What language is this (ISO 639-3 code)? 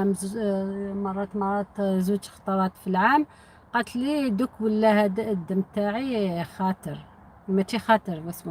arq